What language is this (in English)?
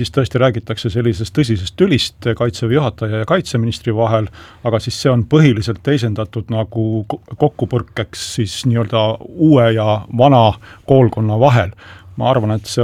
Estonian